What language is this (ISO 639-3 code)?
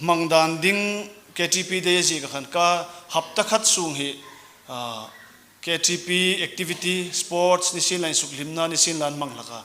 hmr